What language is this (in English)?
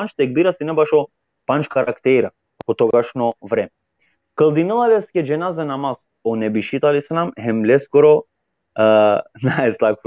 Balkan Romani